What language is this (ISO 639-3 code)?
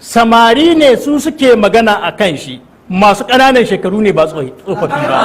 hau